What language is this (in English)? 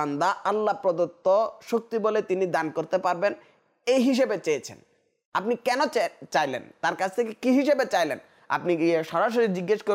Bangla